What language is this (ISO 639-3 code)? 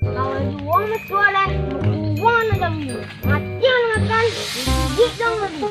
min